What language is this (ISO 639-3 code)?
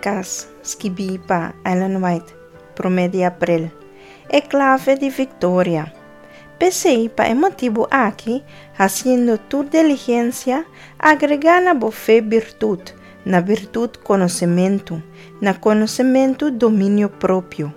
pap